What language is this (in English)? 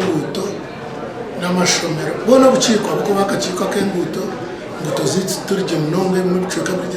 Nyankole